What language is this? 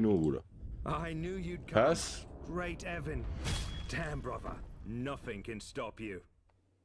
South Azerbaijani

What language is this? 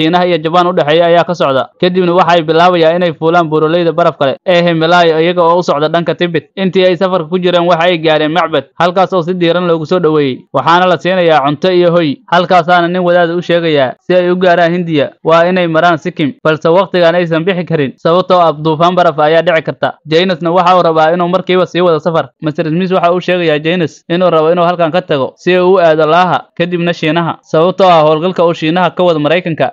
Somali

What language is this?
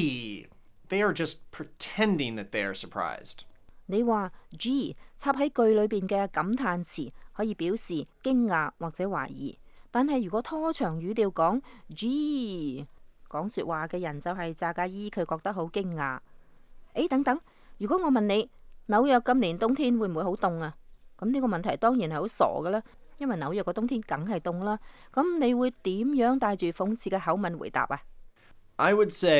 Cantonese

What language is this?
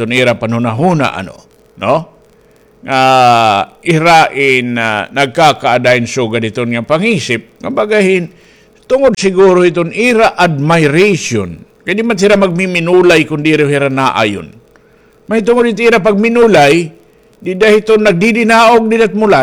Waray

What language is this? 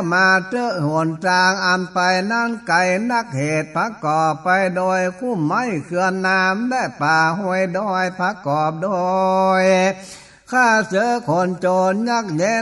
Northern Thai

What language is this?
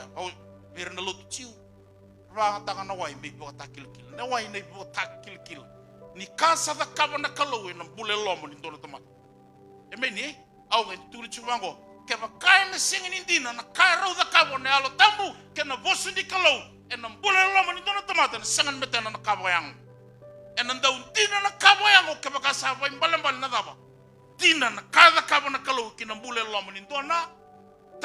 Fijian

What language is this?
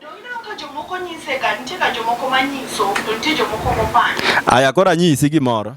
Luo (Kenya and Tanzania)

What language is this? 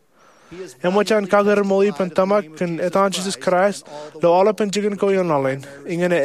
Marshallese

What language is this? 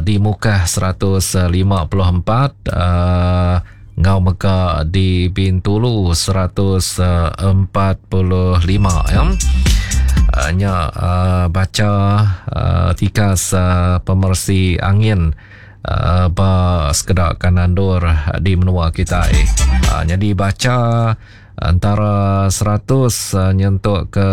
Iban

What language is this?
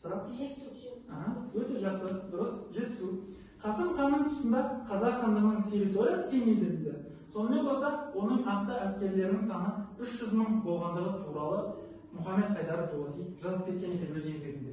Kazakh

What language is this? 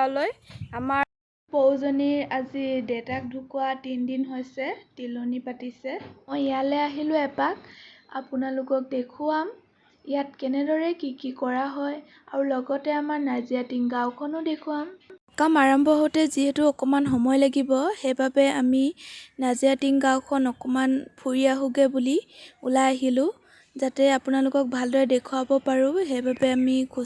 Assamese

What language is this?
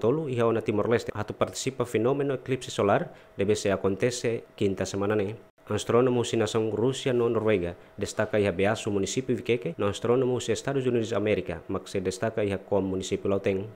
Tetum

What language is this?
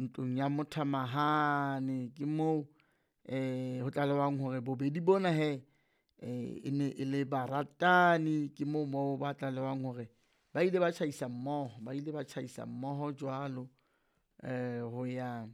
Southern Sotho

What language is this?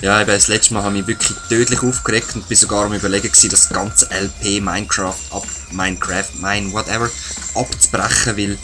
Swiss German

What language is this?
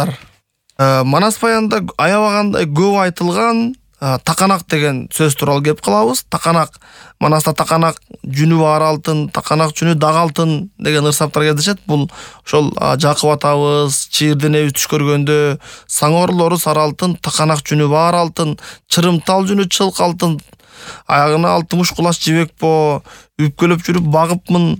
Kyrgyz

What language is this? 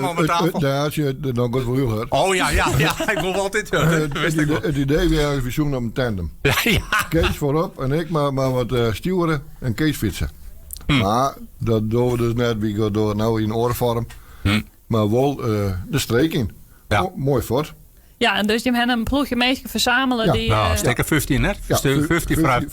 Western Frisian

